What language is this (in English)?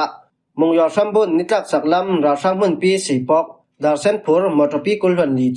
Falam Chin